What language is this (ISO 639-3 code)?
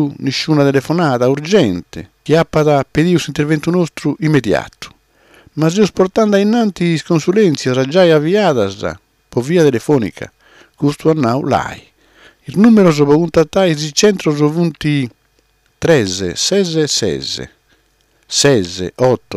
srd